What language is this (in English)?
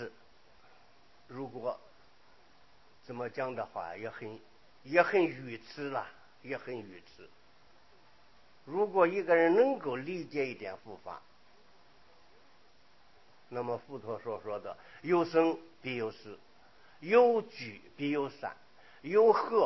Chinese